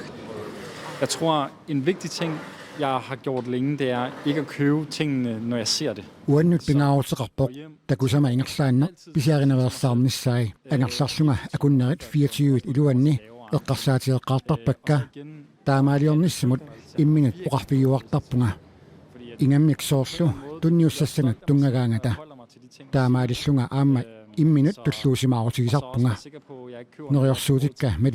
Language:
Kalaallisut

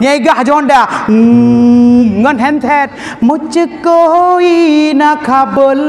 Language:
Achinese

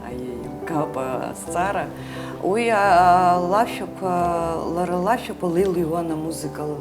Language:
Abkhazian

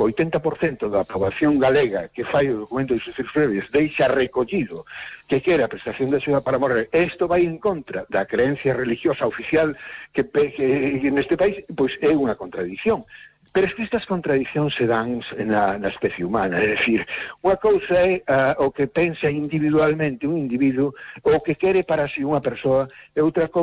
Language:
Galician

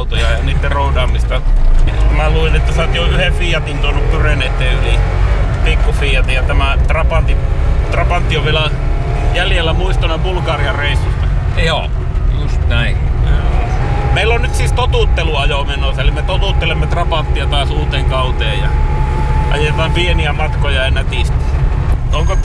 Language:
Finnish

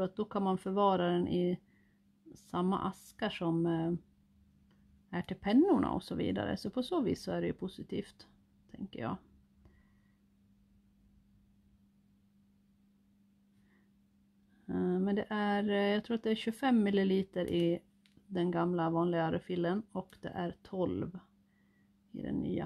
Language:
Swedish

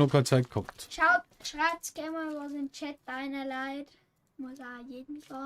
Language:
Bavarian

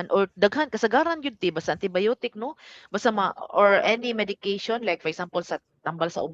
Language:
Cebuano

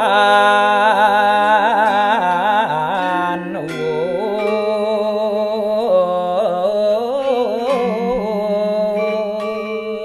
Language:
Balinese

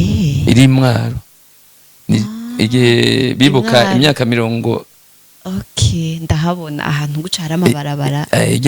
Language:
Rundi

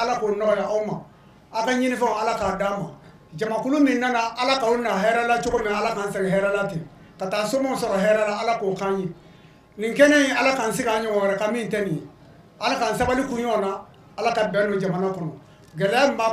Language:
Bambara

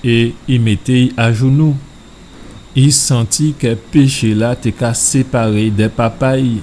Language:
Guadeloupean Creole French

